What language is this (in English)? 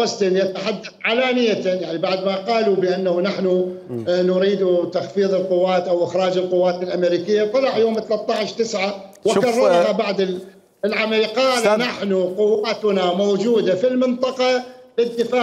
Mesopotamian Arabic